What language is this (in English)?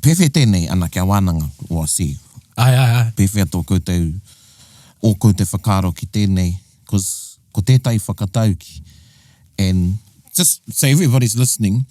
Māori